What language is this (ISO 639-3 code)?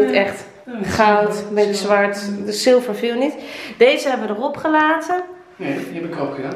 nld